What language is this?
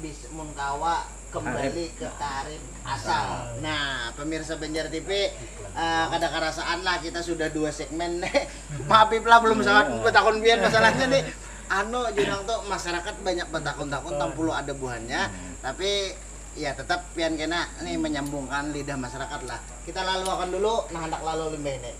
Banjar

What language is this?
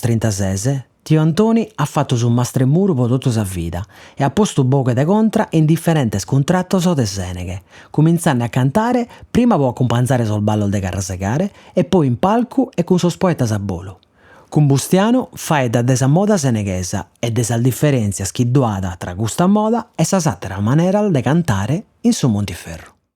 Sardinian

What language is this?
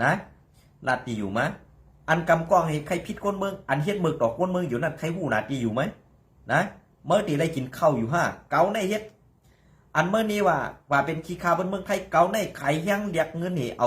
Shan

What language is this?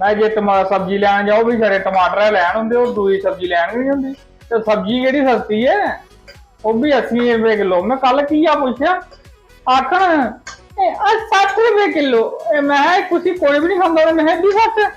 Dogri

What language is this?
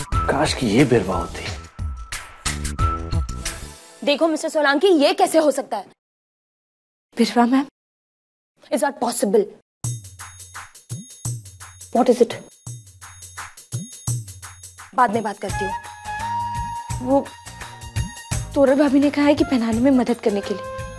Hindi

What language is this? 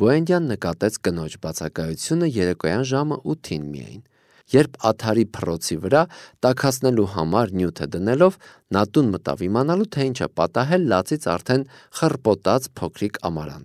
Armenian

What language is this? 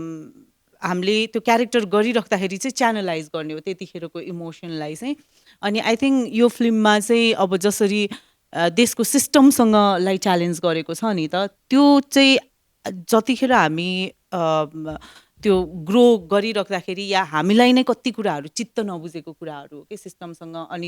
Nepali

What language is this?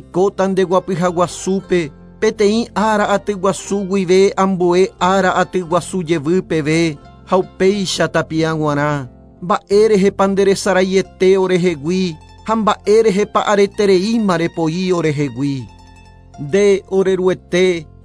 Guarani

